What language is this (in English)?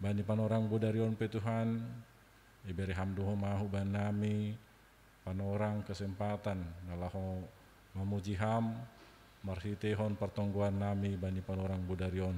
Batak Simalungun